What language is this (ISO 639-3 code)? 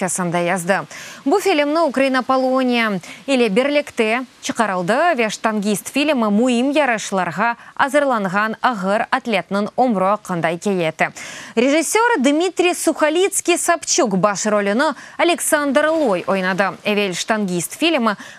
crh